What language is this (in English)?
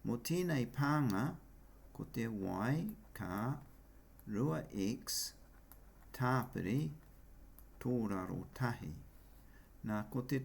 Māori